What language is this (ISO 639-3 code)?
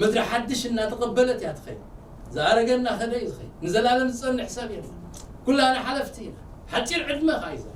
tir